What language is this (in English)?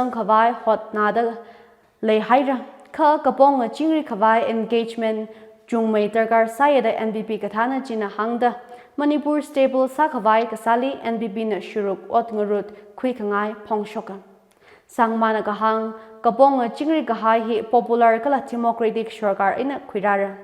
Tangkhul Naga (India)